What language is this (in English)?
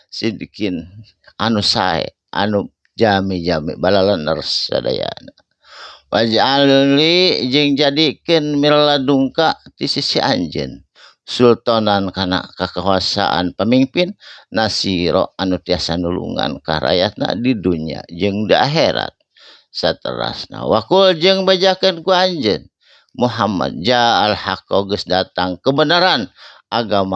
Sundanese